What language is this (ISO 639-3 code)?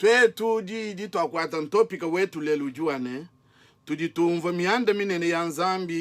lua